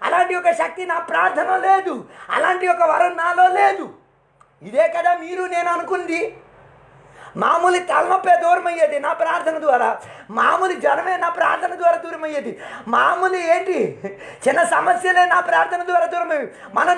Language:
Telugu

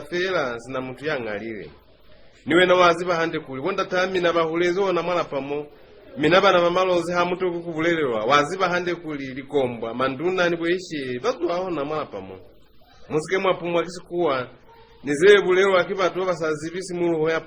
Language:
Lozi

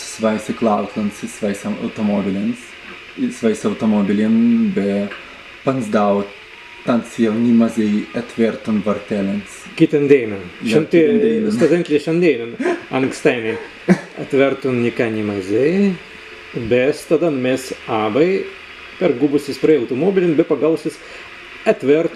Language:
Prussian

